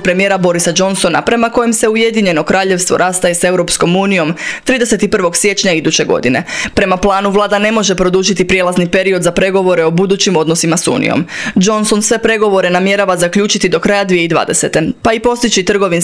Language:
Croatian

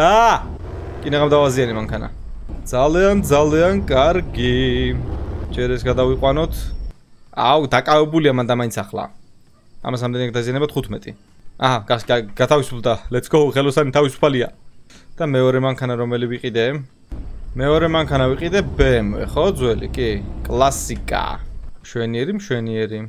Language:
Georgian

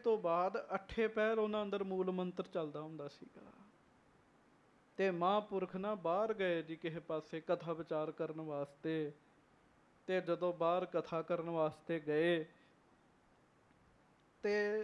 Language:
Punjabi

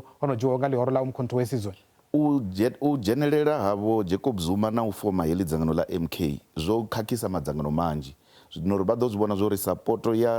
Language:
Venda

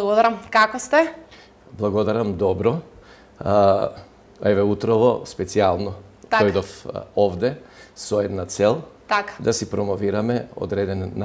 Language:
Macedonian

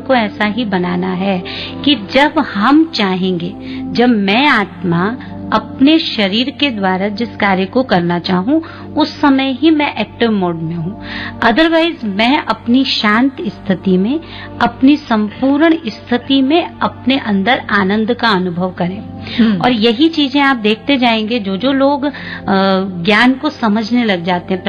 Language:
Hindi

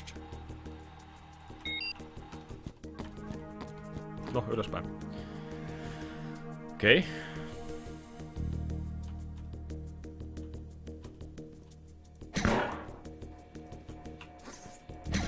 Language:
Finnish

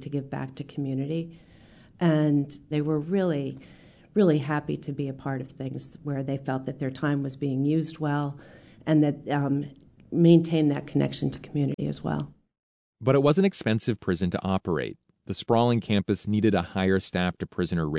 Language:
English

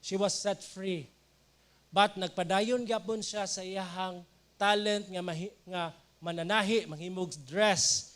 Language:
Cebuano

